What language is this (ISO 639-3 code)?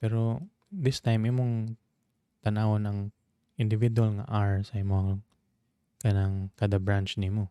ceb